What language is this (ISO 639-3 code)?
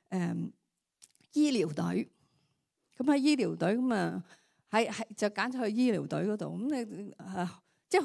yue